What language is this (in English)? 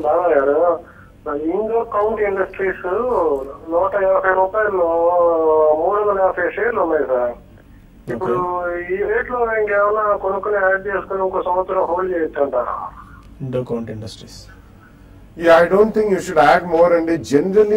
Telugu